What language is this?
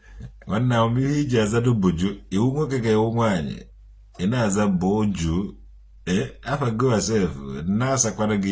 Igbo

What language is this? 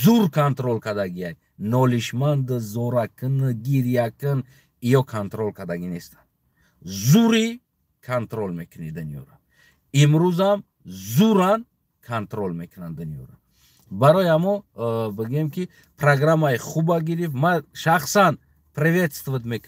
Tajik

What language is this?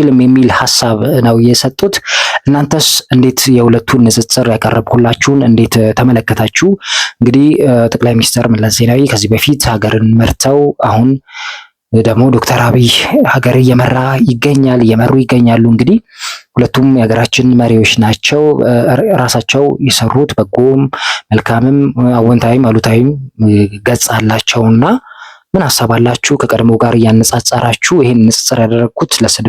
Amharic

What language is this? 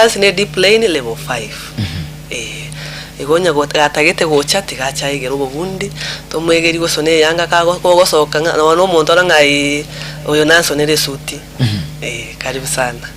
Gusii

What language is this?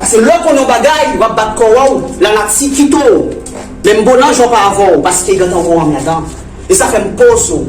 Haitian Creole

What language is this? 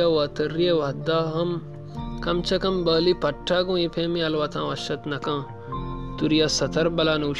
Baluchi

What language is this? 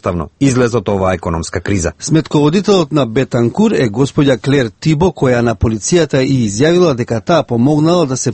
Macedonian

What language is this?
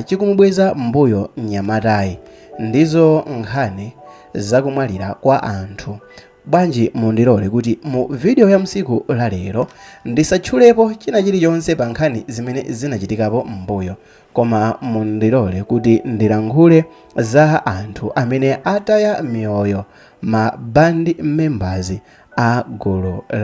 Nyanja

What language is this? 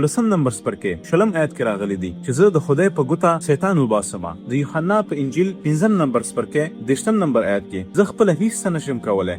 Pashto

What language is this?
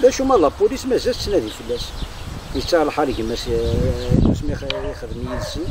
Kabyle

